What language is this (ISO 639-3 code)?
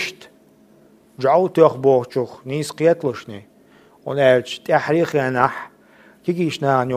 che